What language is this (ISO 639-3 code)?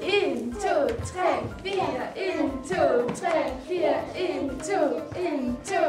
kal